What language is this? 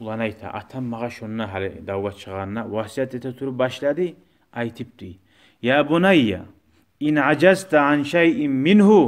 Kumyk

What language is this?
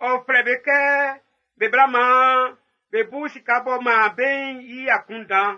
Baoulé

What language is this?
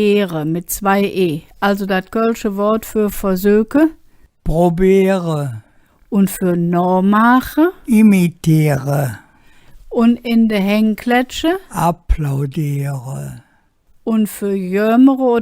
Colognian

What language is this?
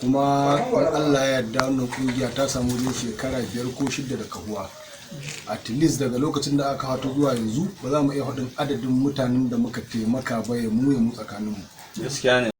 Hausa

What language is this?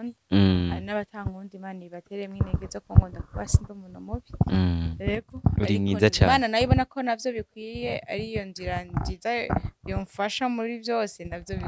Rundi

